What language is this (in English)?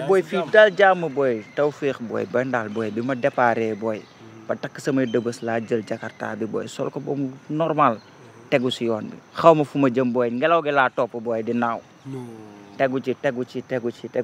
Wolof